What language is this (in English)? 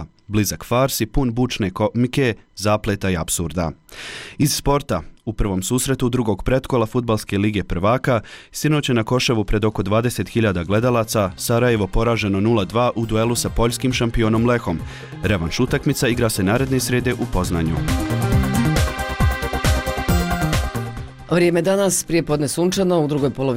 Bosnian